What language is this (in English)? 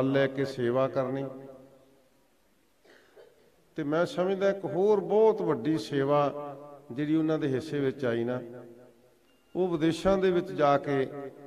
Punjabi